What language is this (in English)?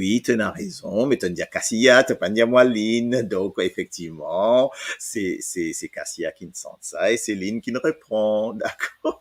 Morisyen